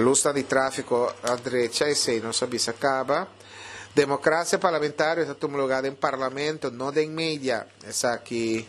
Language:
Papiamento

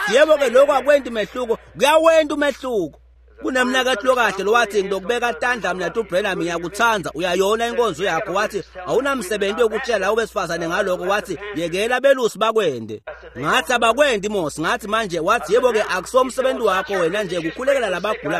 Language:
Swati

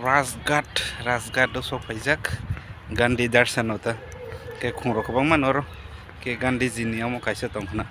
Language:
Kok Borok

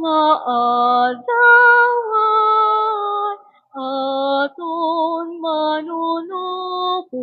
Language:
Waray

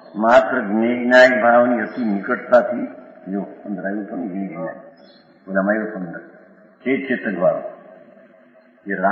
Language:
Gujarati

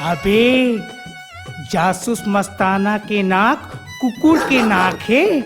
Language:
Chhattisgarhi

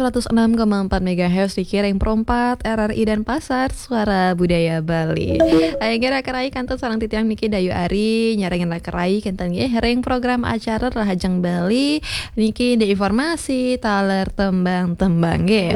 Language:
Balinese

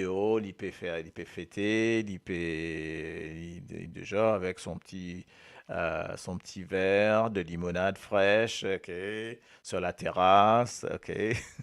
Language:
Morisyen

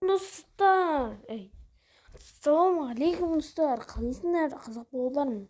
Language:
Kazakh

